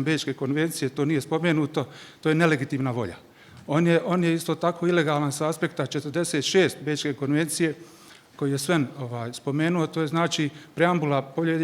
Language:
Bosnian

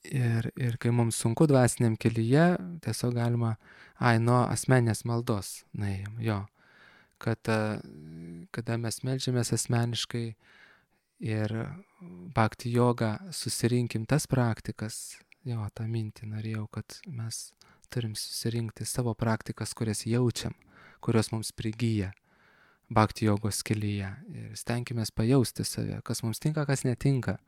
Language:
Lithuanian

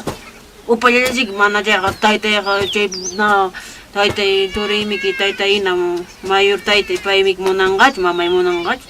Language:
Ayacucho Quechua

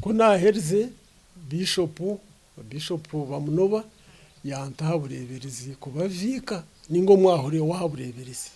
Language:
Nyankole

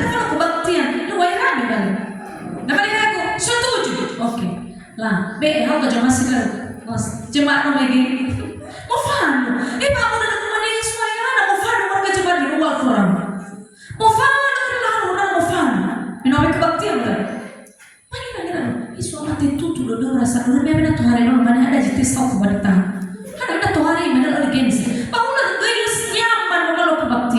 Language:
Nias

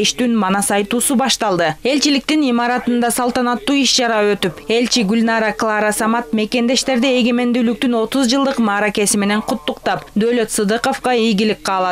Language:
Kyrgyz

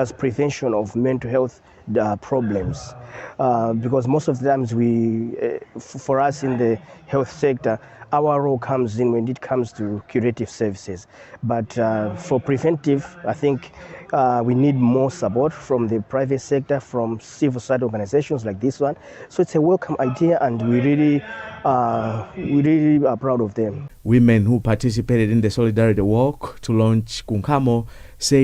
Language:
English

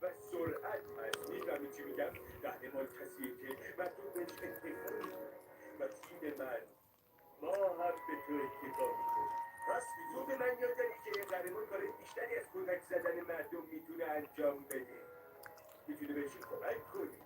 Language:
Tajik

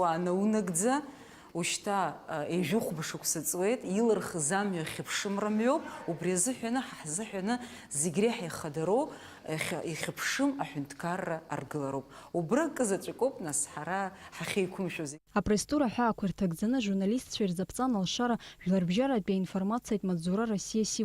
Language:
Abkhazian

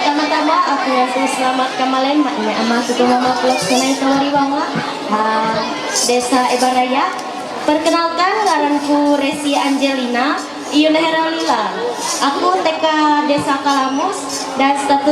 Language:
Ma'anyan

